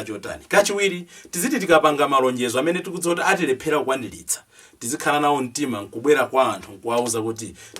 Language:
Nyanja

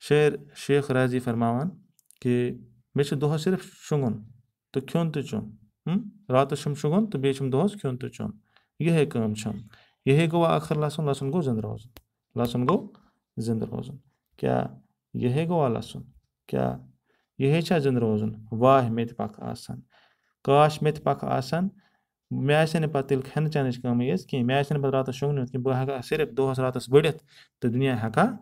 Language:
Kashmiri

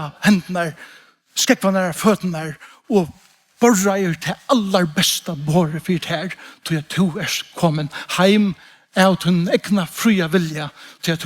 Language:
Faroese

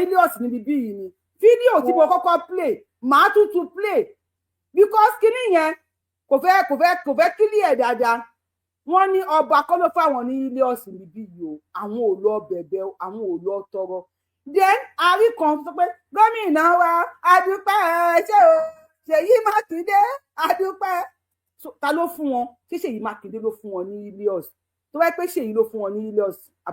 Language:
Yoruba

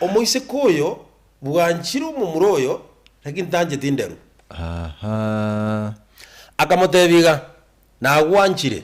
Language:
Gusii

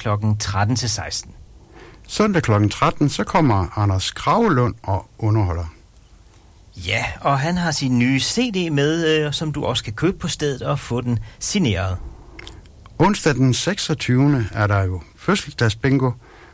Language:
Danish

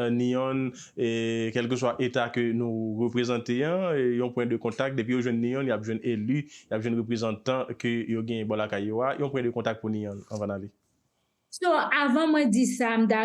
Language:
Haitian Creole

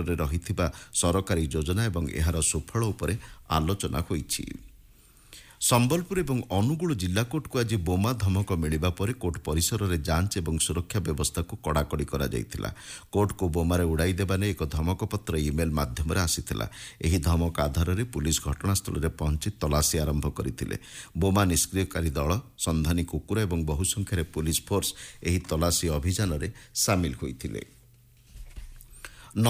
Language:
Odia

